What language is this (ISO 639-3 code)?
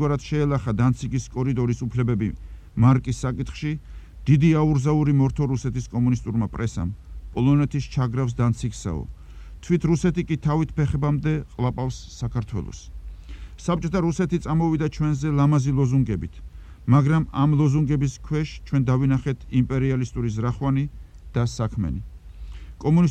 kat